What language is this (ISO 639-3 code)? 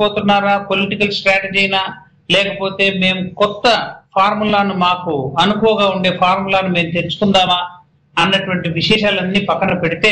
tel